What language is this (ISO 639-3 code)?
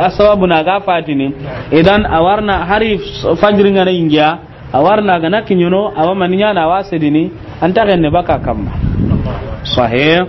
snk